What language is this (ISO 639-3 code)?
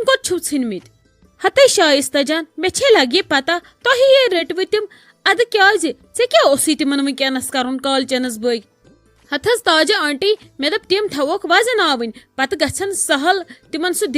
kas